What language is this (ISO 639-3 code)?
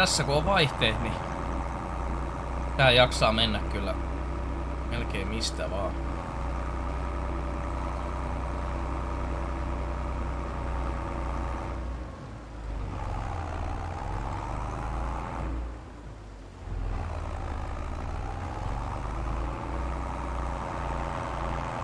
fin